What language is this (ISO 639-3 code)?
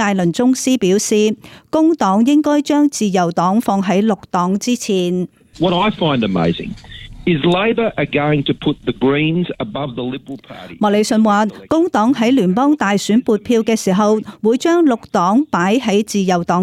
yue